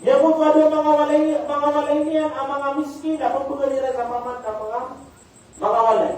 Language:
Maranao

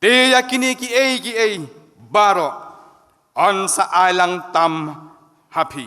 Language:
Khasi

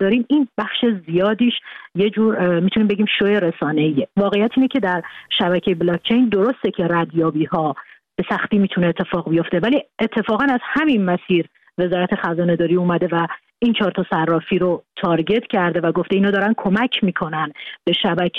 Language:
Persian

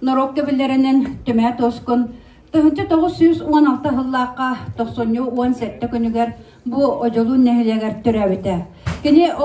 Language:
Yakut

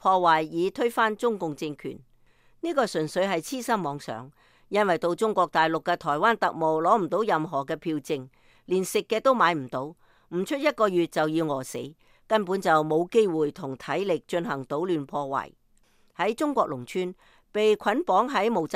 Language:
Cantonese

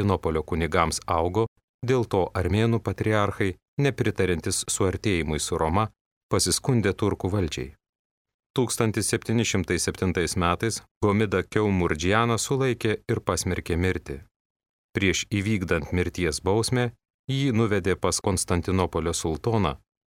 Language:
Lithuanian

